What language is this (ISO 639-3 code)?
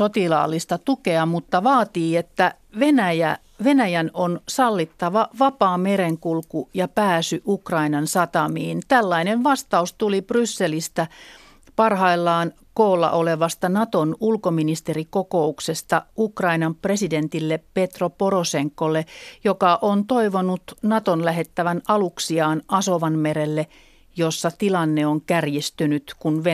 fin